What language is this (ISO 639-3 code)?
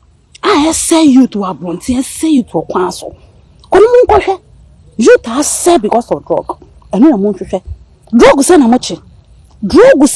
aka